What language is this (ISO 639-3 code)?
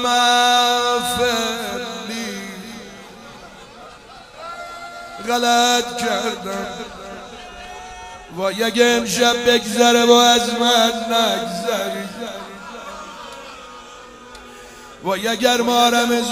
fas